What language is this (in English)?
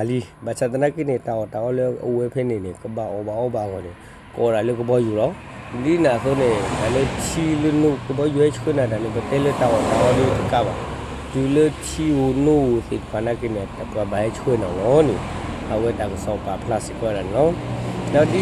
S'gaw Karen